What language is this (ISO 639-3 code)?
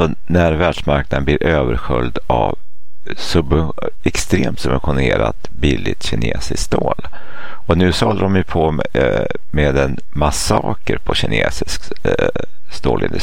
swe